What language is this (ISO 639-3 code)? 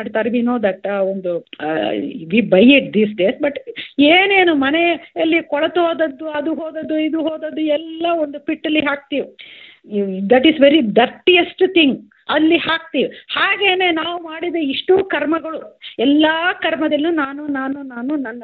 kan